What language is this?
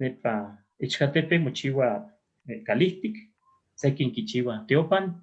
Eastern Huasteca Nahuatl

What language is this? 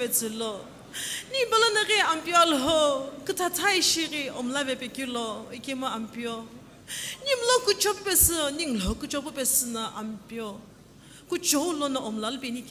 Sumi Naga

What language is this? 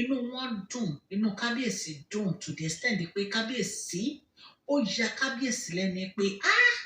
Yoruba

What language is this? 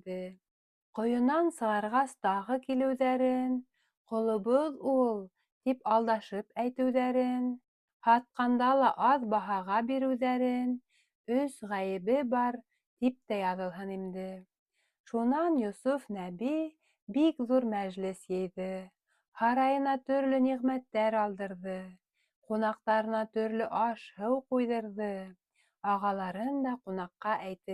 Bashkir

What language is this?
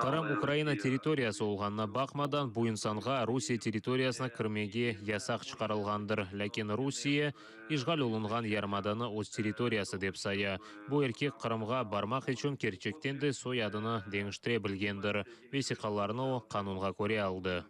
Crimean Tatar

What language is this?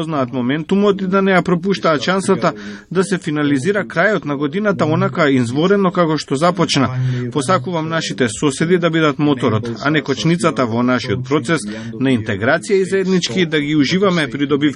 Macedonian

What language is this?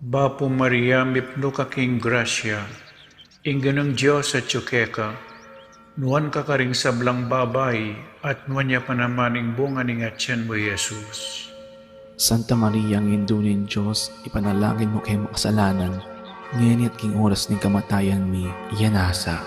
Pampanga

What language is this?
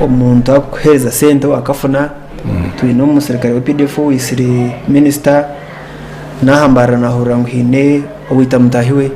Nyankole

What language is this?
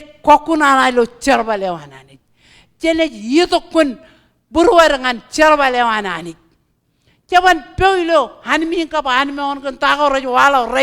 Marshallese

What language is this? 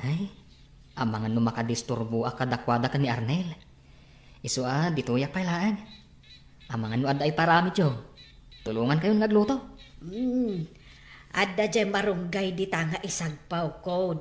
Iloko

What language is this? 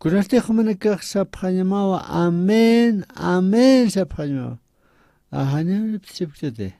Aymara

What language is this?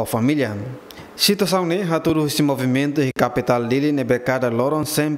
Tetum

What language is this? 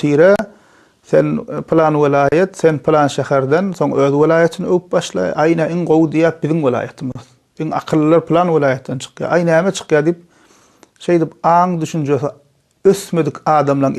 Turkmen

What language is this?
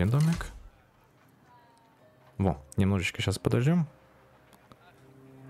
Russian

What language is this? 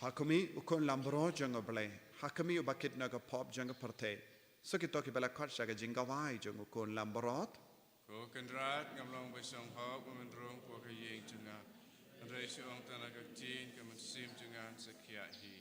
Khasi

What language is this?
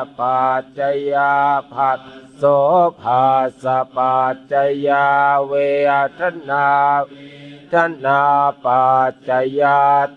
Pali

